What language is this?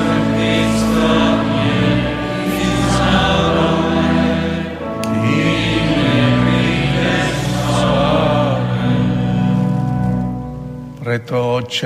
Slovak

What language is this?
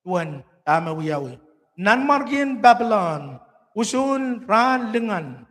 Pohnpeian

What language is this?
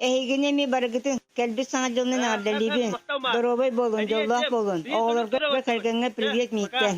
Yakut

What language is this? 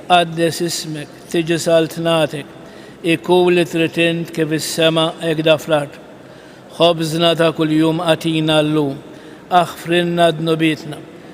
Maltese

